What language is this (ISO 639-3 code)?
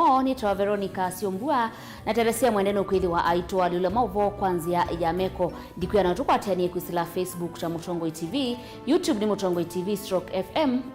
kam